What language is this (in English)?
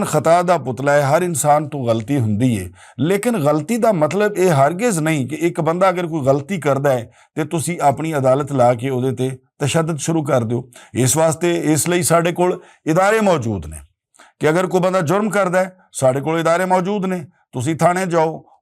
Western Panjabi